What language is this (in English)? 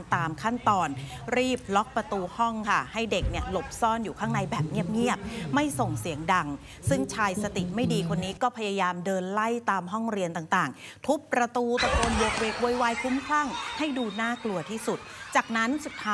Thai